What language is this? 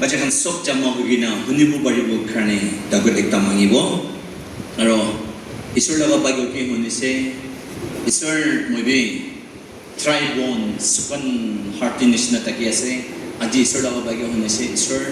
Naga Pidgin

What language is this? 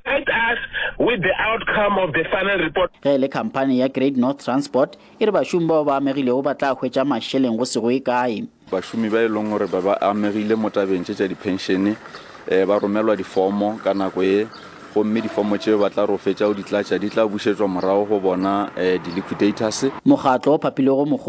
Northern Sotho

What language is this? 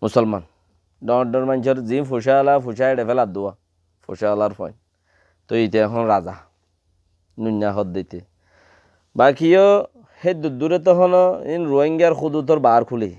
Rohingya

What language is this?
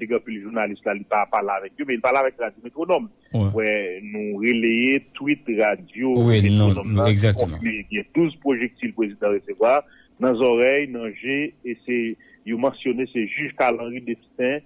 Haitian Creole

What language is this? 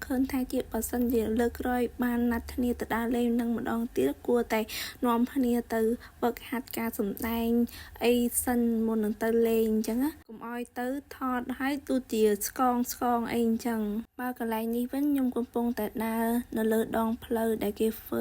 Khmer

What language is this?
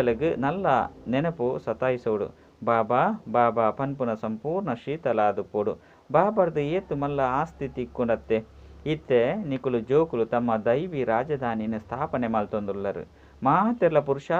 Tulu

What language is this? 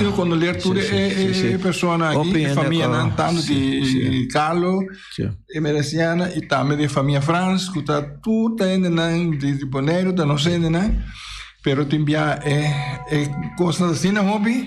Papiamento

